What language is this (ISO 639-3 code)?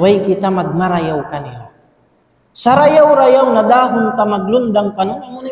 tsg